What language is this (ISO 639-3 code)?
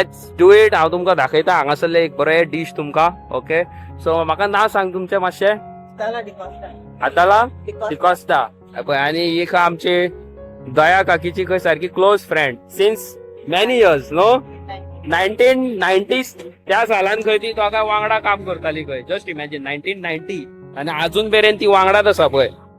kok